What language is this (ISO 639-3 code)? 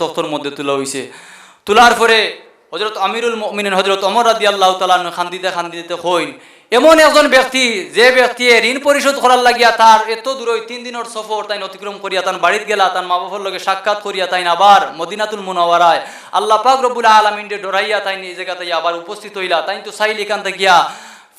syl